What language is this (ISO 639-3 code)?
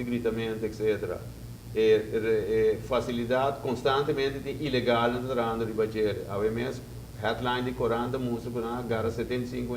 pap